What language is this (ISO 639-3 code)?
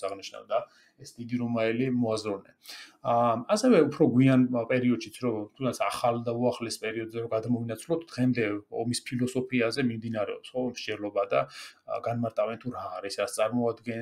kat